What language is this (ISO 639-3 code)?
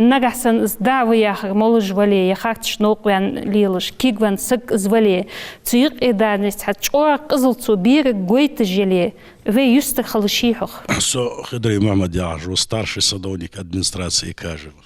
inh